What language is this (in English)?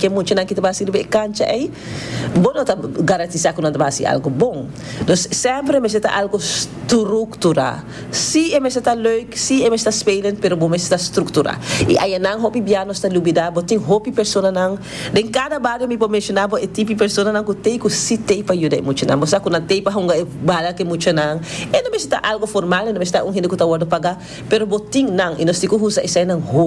Papiamento